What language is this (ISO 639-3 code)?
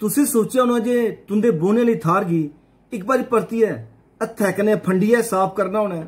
doi